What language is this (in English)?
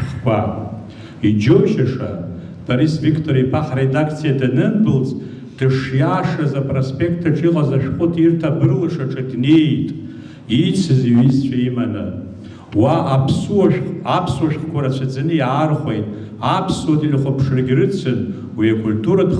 Abkhazian